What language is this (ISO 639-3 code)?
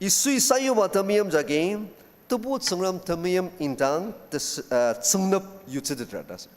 njo